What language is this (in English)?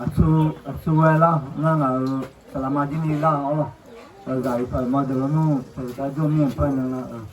Akha